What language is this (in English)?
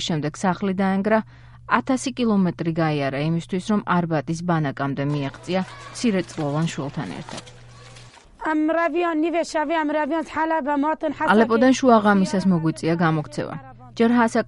Georgian